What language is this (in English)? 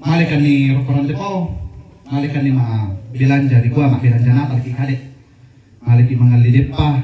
Toraja-Sa'dan